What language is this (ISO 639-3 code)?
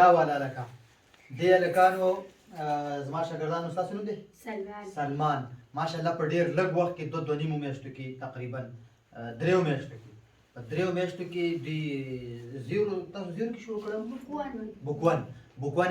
pus